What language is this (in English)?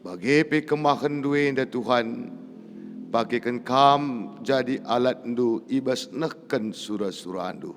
Batak Karo